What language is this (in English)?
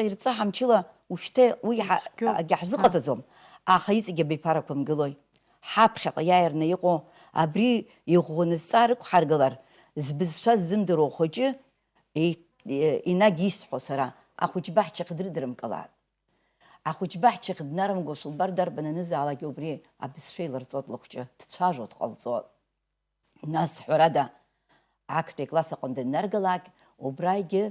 Abkhazian